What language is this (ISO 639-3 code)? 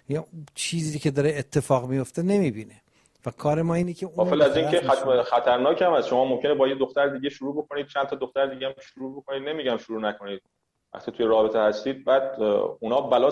fas